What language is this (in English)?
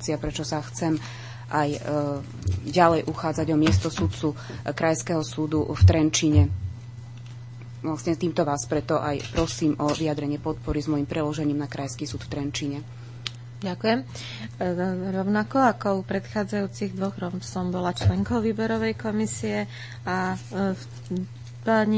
Slovak